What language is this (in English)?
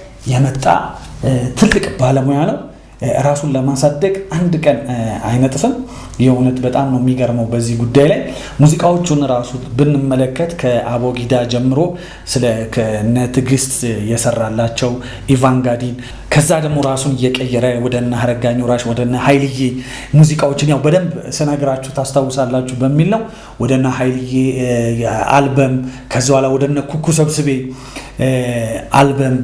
Amharic